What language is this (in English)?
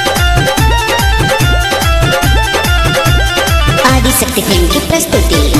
Bhojpuri